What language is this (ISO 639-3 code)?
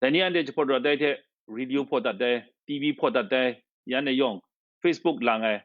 kac